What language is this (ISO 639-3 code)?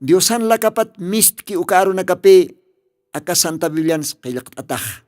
aym